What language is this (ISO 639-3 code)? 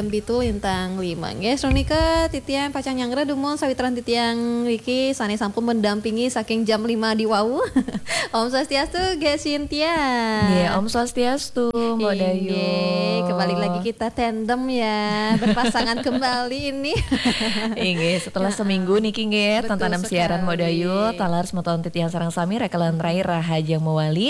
ban